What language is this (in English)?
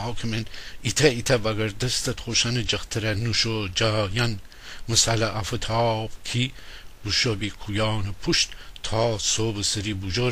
Gilaki